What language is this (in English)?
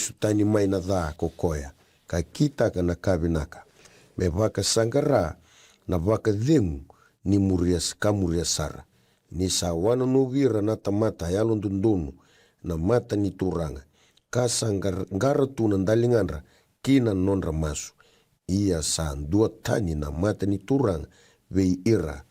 Fijian